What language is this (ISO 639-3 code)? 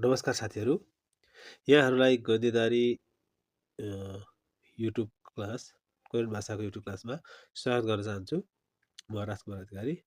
nep